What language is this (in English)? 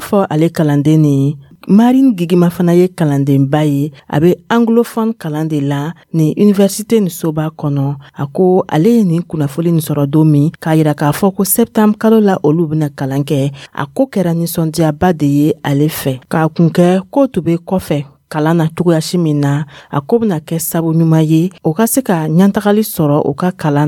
Dyula